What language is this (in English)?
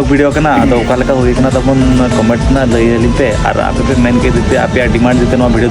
Santali